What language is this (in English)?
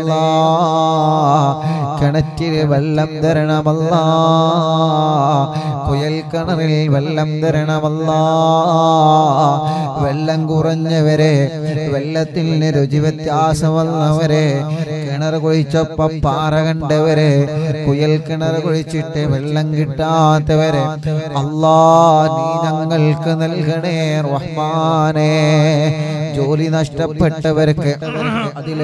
Malayalam